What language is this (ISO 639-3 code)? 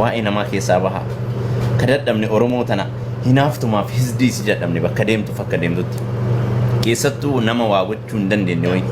orm